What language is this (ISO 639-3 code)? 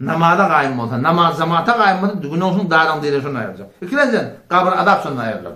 tuk